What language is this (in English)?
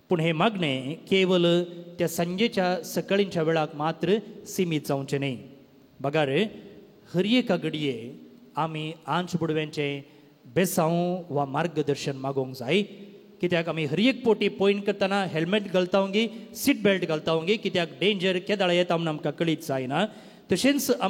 Konkani